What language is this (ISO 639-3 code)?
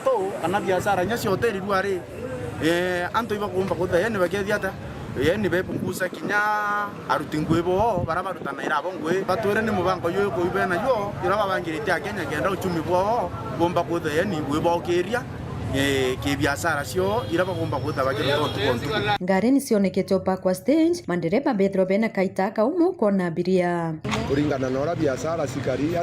mer